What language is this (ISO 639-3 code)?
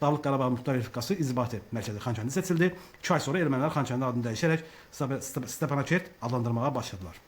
aze